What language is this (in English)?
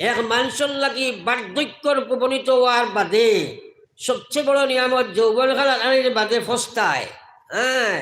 Sylheti